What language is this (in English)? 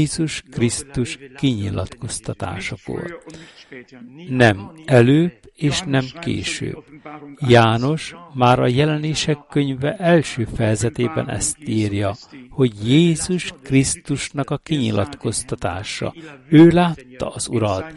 Hungarian